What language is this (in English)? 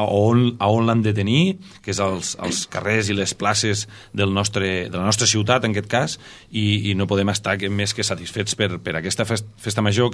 Catalan